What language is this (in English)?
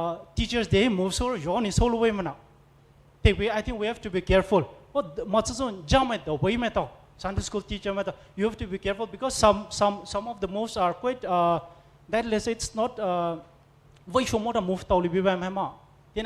Poumei Naga